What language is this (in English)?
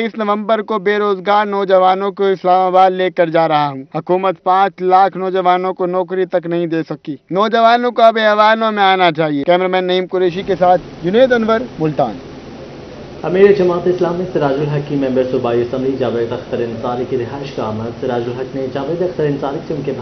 Urdu